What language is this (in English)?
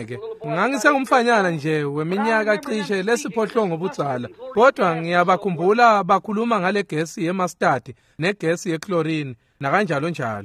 Swati